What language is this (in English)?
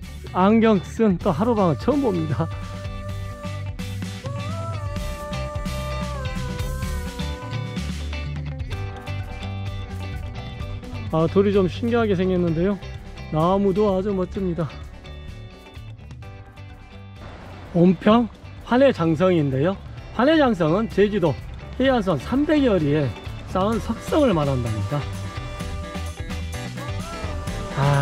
Korean